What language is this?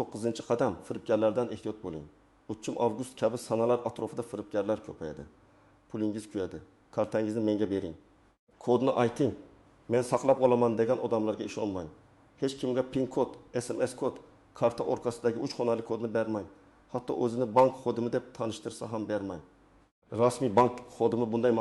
Uzbek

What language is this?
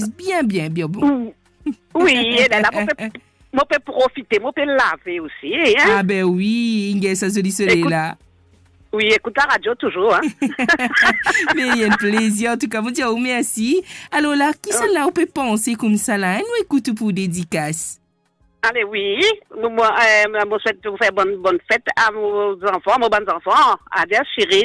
Morisyen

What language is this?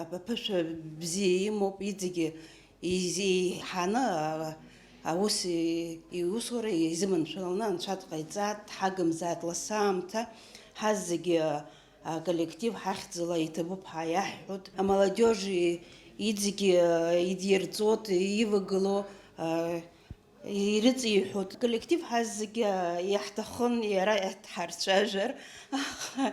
Abkhazian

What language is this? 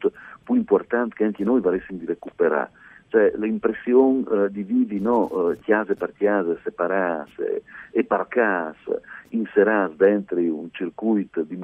Friulian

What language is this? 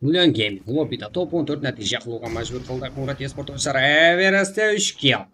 Kara-Kalpak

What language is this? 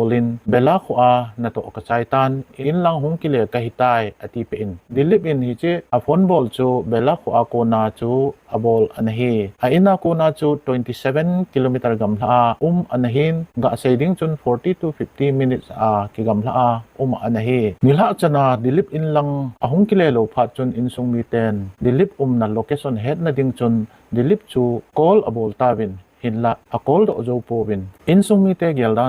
Thado Chin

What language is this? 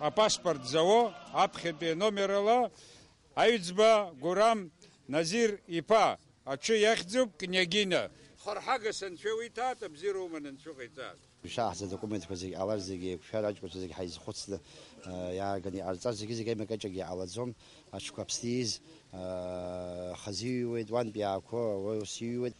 Abkhazian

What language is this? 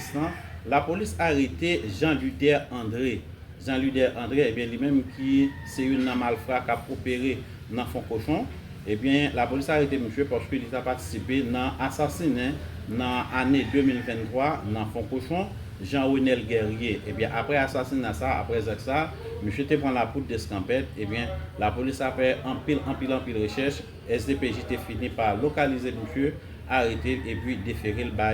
Haitian Creole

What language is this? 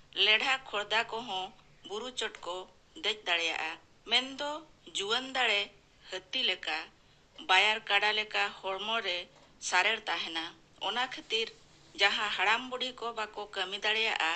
Santali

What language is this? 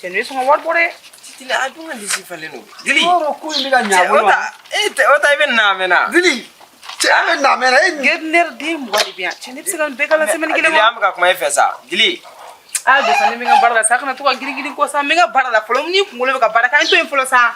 Bambara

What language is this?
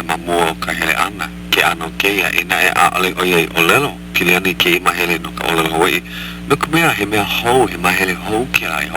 Hawaiian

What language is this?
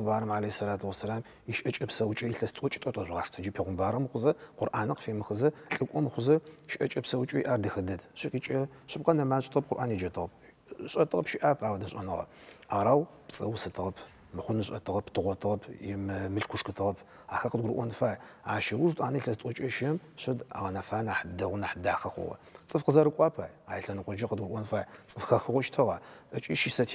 Adyghe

